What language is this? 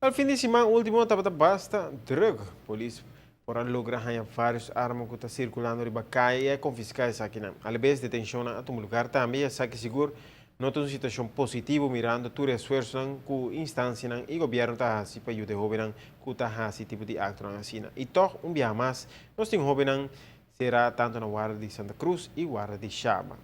Papiamento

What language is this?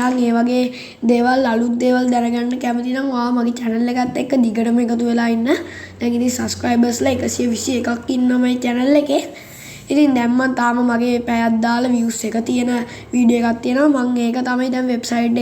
Sinhala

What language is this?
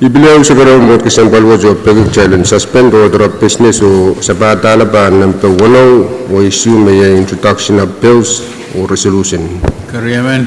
Pohnpeian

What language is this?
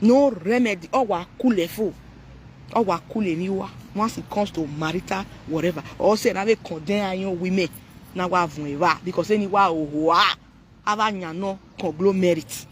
Nigerian Pidgin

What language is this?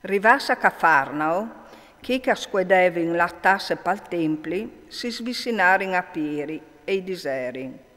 Friulian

